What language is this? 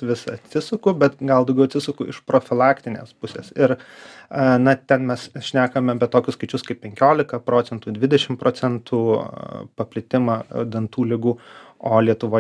Lithuanian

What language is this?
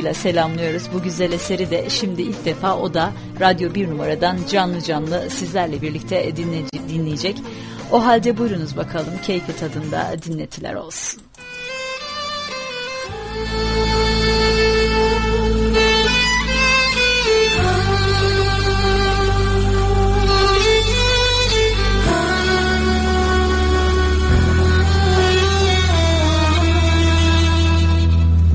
Turkish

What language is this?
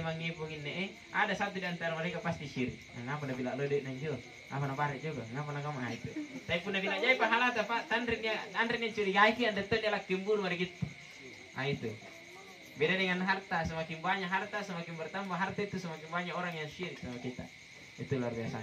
Makasar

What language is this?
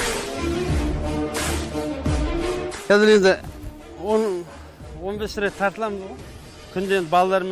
Kazakh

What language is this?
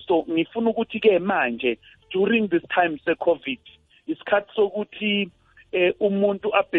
South Ndebele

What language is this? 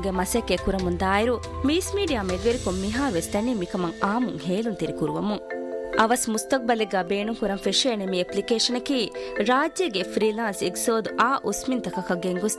Divehi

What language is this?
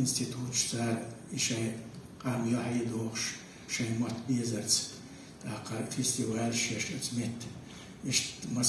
Chechen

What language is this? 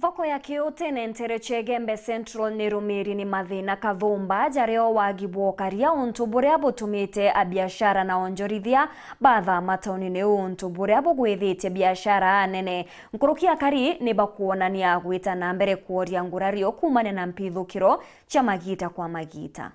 Meru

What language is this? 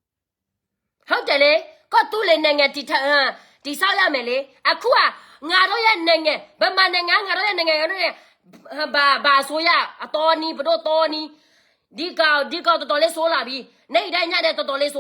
S'gaw Karen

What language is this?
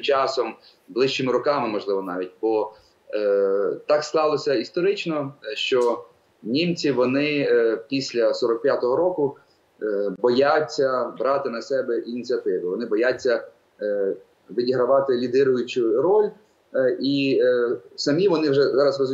Ukrainian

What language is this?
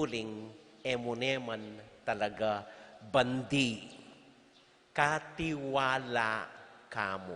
Pampanga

